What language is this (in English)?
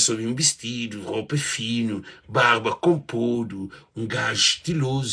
Kabuverdianu